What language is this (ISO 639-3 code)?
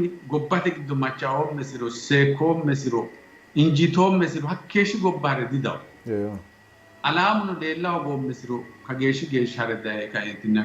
sid